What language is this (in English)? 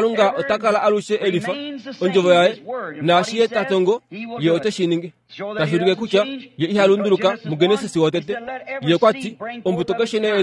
Kuanyama